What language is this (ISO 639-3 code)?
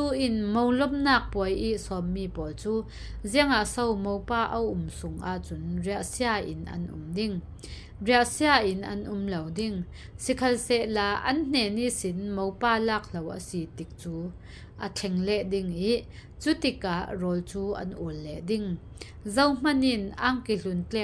cfm